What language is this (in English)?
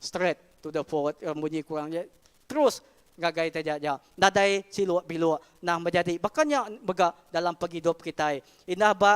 Iban